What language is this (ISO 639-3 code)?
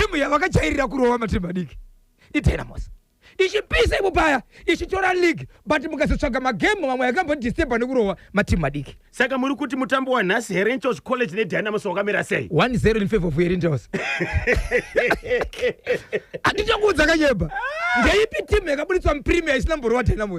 sna